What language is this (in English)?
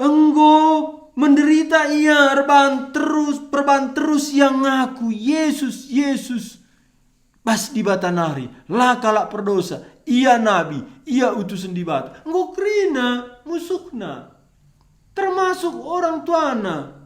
Batak Karo